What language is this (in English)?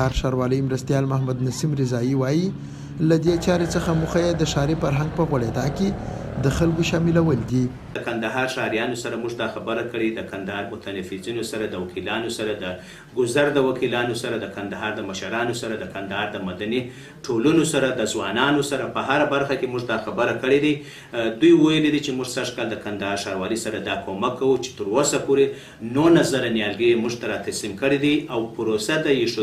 Pashto